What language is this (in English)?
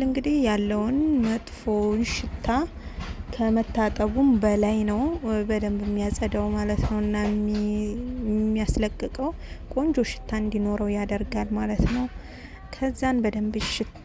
Amharic